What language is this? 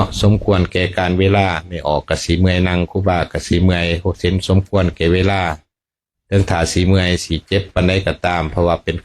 Lao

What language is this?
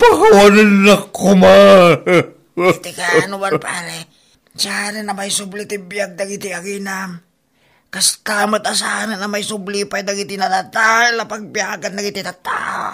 Iloko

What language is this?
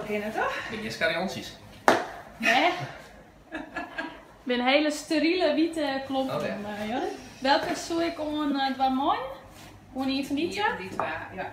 Western Frisian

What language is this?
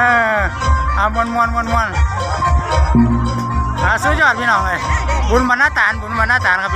Northeastern Thai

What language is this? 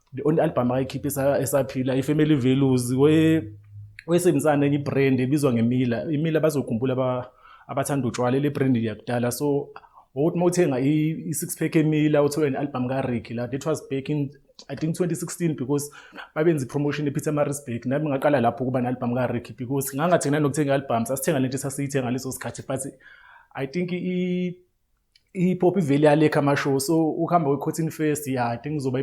Zulu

